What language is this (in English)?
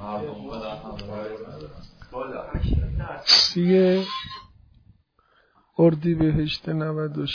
Persian